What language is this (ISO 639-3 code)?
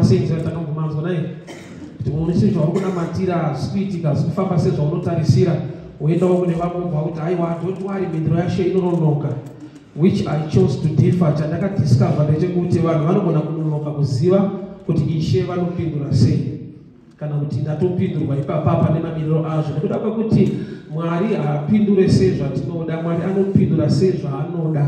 sna